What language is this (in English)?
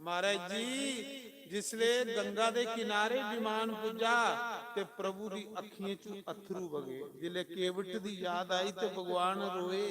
Dogri